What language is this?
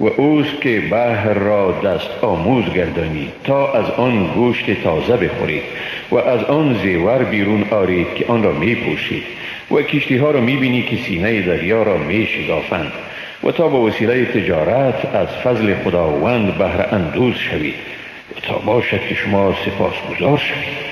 Persian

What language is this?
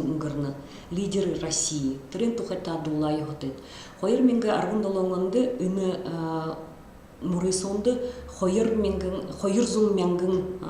Buriat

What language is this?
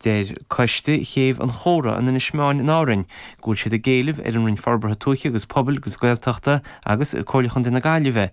Irish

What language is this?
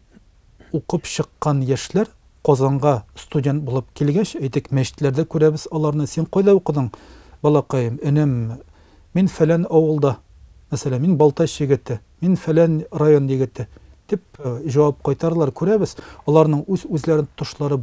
Tatar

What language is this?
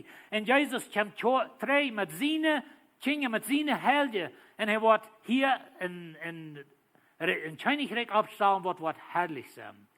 Plautdietsch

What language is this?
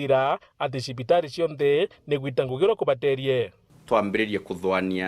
Meru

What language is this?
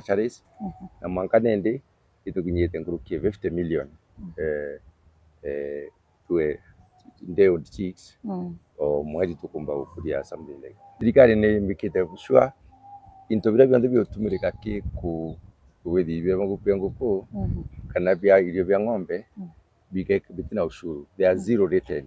Meru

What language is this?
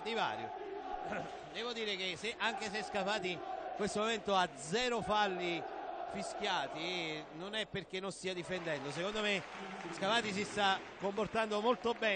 Italian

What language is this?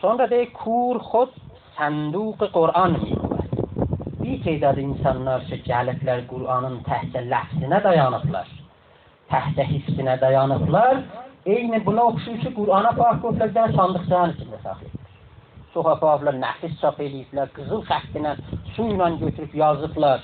South Azerbaijani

